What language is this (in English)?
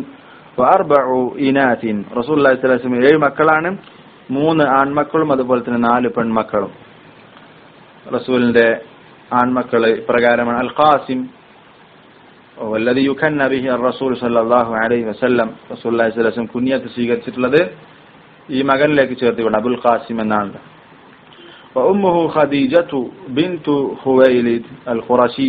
Malayalam